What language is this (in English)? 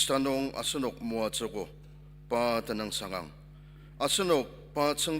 Ao Naga